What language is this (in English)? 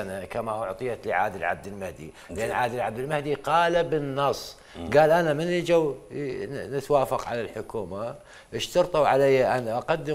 Mesopotamian Arabic